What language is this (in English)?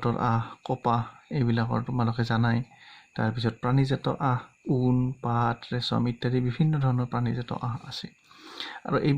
Assamese